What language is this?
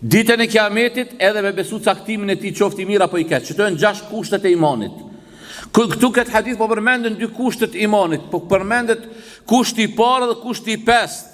Albanian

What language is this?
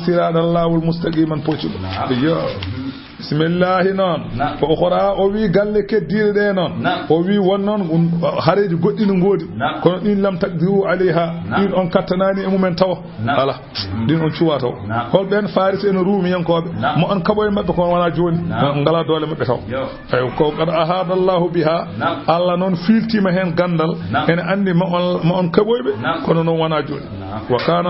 Fula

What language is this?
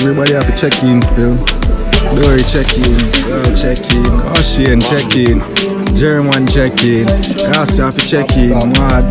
Jamaican Creole English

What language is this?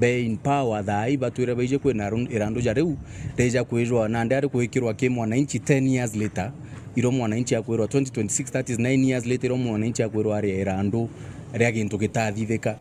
Meru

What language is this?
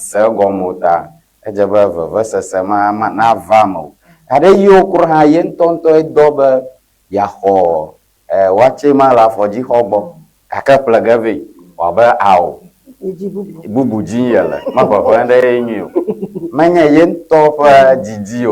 Ewe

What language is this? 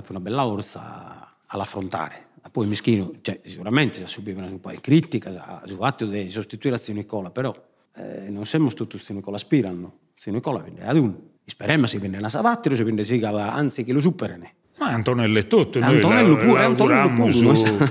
Sardinian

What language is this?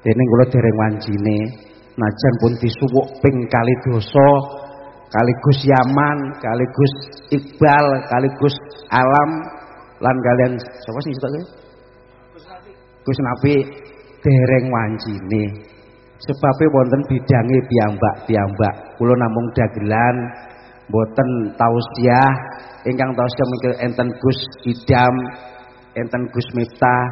Javanese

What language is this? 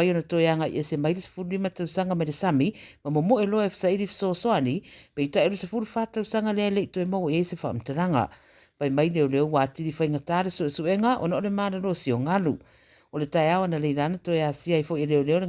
Samoan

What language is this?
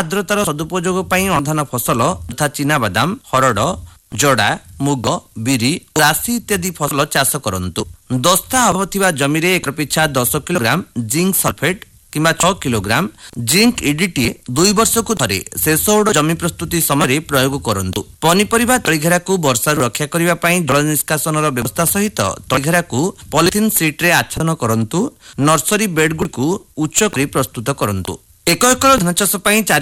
Odia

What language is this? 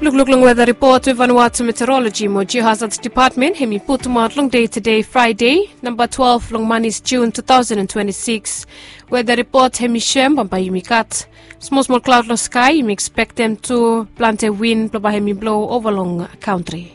Bislama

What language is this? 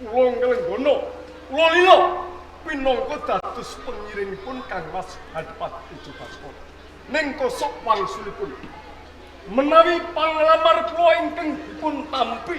Javanese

